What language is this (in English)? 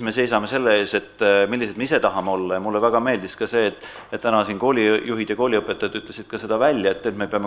Estonian